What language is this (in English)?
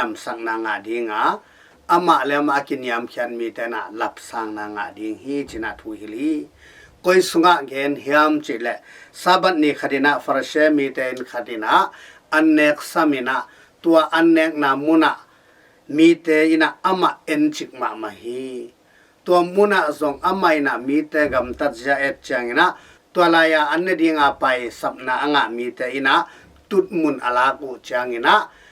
Tedim Chin